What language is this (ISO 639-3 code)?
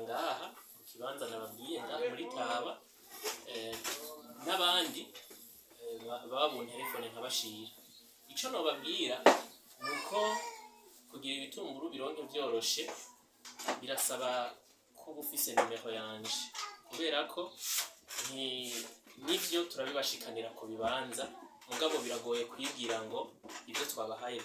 run